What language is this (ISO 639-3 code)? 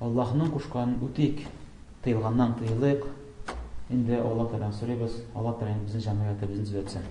tat